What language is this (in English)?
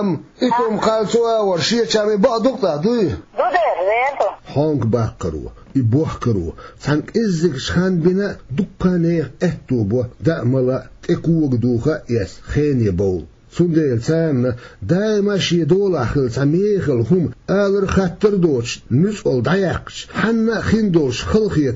Chechen